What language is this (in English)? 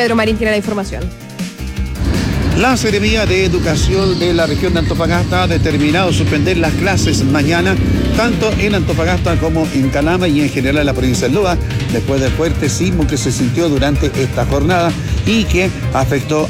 Spanish